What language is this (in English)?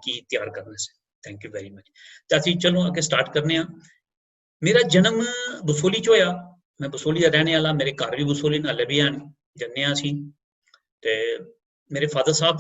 Dogri